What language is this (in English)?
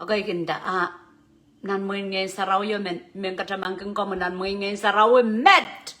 Pohnpeian